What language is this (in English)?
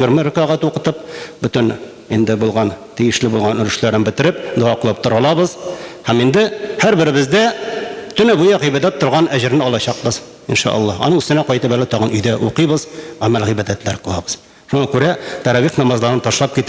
Tatar